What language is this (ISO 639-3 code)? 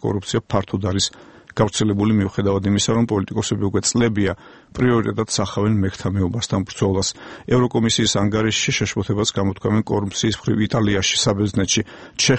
kat